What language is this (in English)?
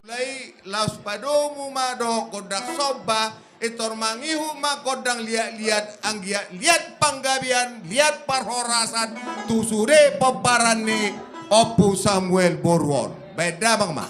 Batak Toba